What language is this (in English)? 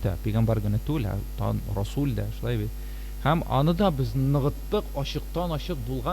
Tatar